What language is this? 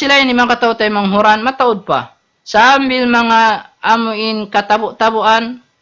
Tausug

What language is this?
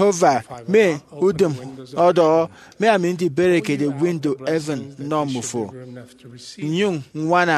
Efik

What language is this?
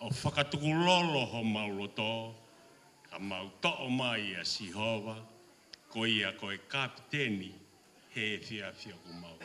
Tongan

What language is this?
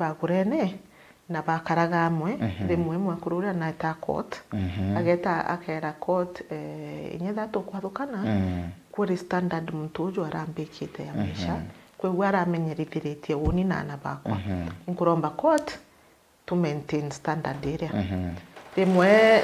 Meru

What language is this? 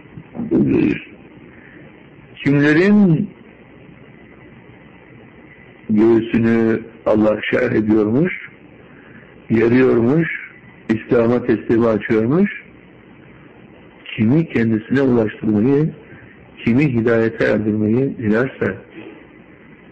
Turkish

